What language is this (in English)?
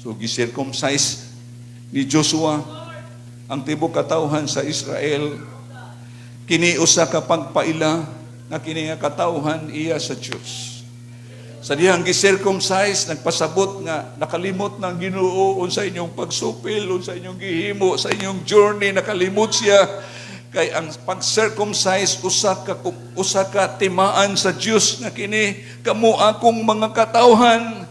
Cebuano